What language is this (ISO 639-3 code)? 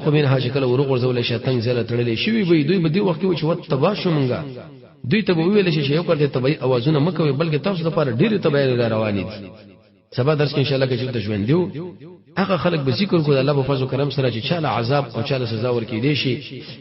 pus